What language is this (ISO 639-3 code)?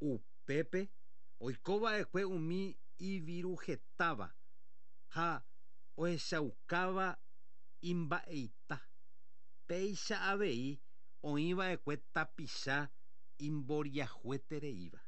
grn